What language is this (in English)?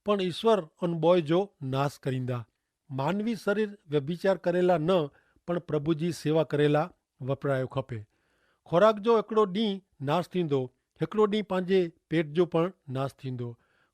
Kachhi